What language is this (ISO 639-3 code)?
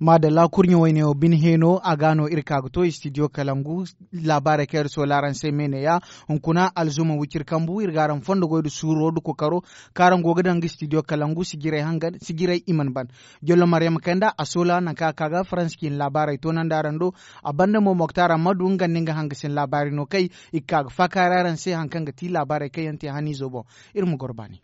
dje